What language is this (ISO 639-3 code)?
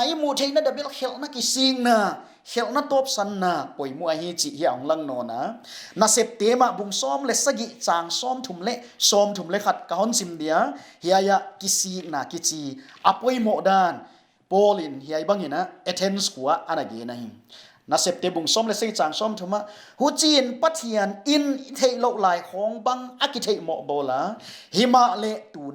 pck